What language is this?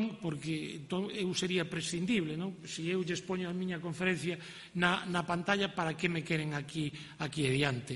Galician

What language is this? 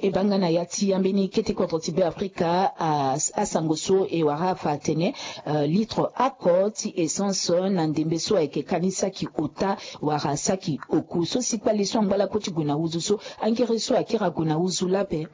Sango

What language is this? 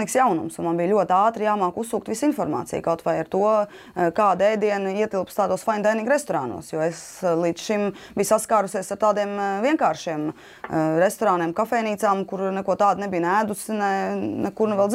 Latvian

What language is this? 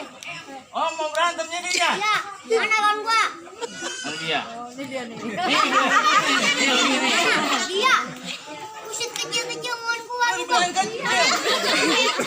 Betawi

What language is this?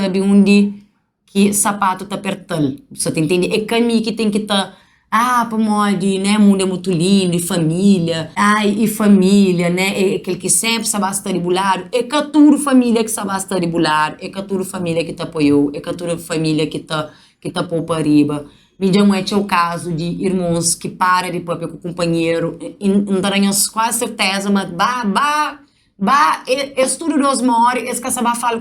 Kabuverdianu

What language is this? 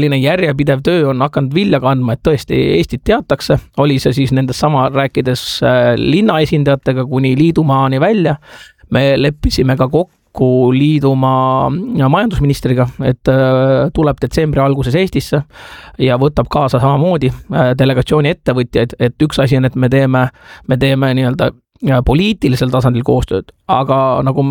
Estonian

